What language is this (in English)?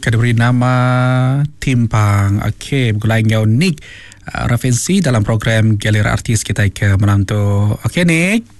Iban